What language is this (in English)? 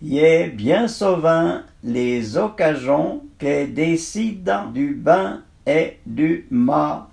Arpitan